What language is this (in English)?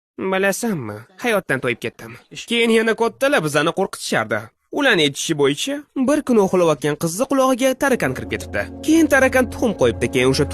Uzbek